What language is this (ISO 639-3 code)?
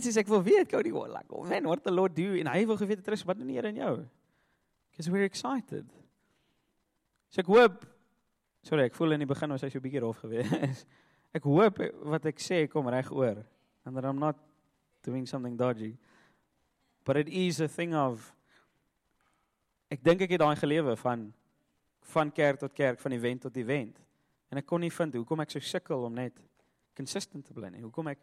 afr